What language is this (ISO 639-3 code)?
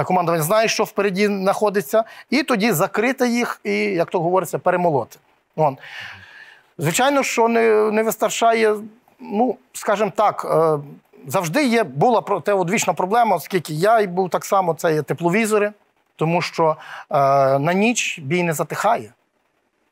ukr